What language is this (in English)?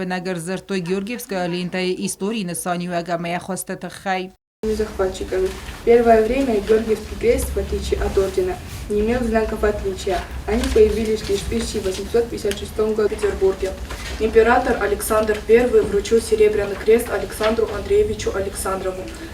Ossetic